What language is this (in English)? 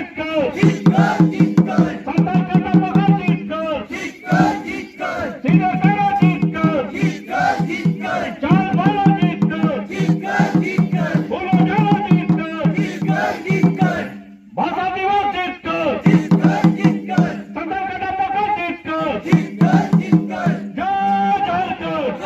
Santali